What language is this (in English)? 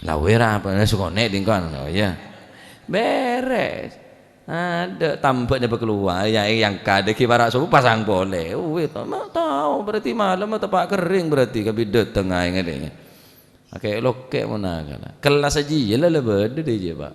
Madurese